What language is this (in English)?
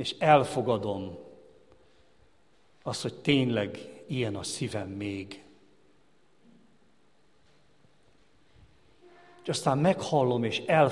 Hungarian